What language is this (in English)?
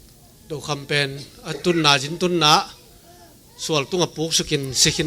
Tedim Chin